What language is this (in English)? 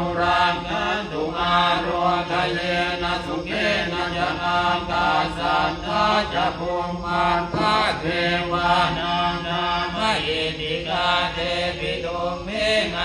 Pali